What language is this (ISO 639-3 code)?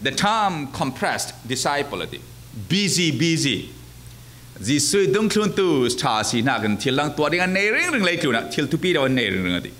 cfm